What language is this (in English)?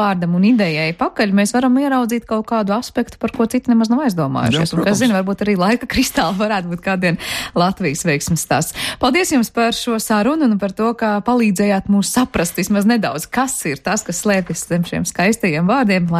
Latvian